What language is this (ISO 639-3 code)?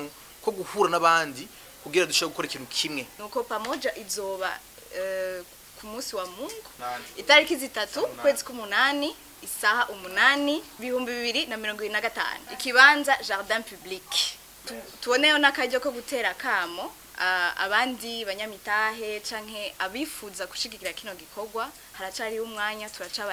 run